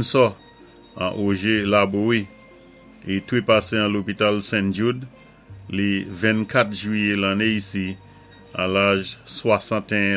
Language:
Saint Lucian Creole French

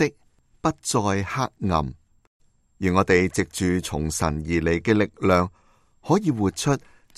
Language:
Cantonese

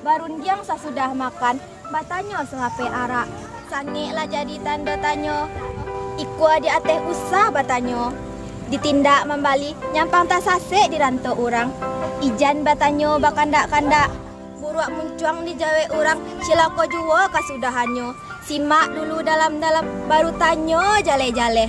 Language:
Minangkabau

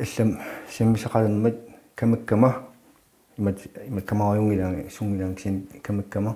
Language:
Kalaallisut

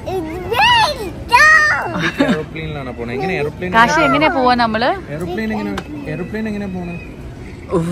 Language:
Malayalam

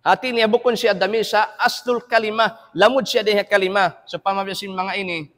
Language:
Tausug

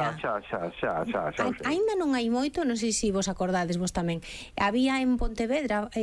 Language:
Galician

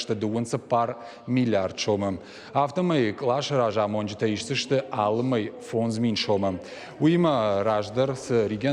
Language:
Ossetic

